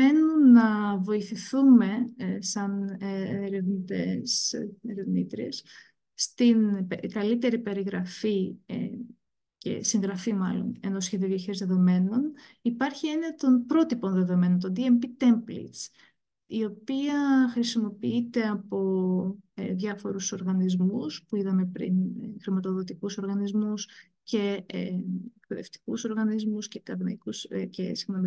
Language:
Greek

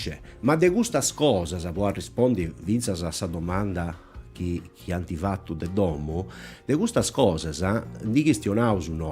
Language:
Sardinian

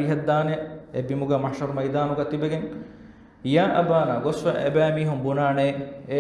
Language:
Divehi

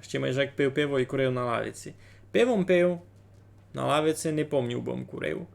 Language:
Rusyn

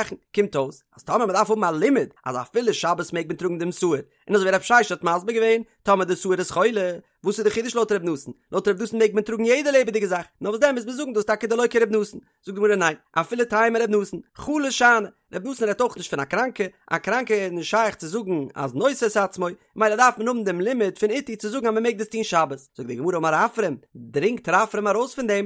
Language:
Yiddish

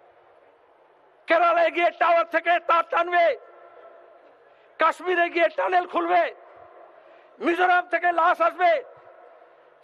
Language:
Bangla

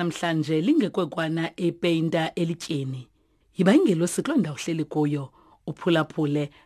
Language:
Xhosa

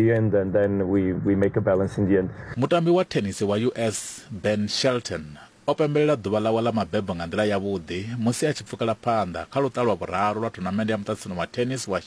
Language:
Venda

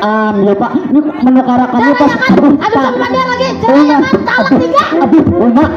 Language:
Banjar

